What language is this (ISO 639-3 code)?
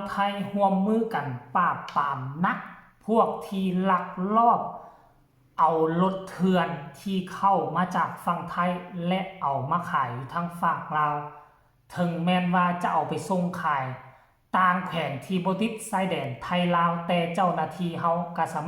tts